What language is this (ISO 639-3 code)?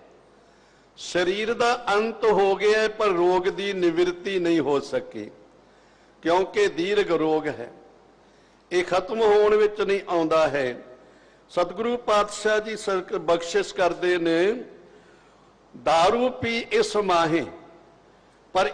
pan